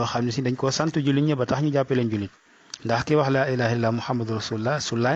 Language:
Wolof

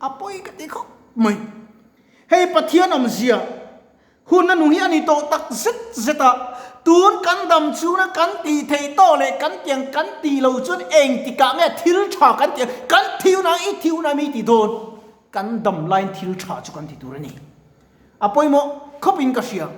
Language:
Mizo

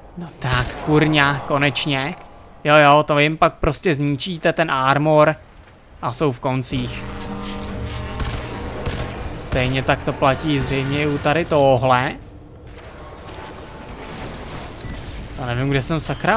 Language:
Czech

